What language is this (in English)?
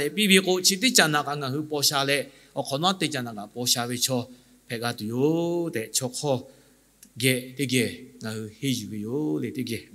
Lahu